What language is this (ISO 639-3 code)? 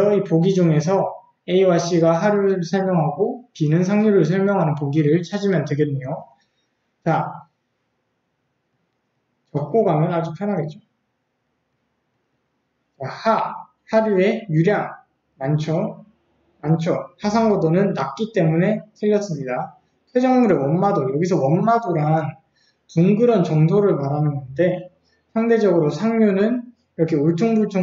kor